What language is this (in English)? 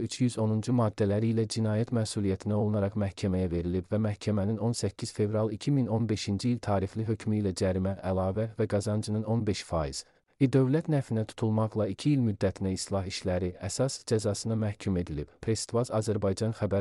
Azerbaijani